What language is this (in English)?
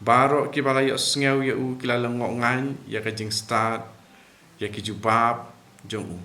Khasi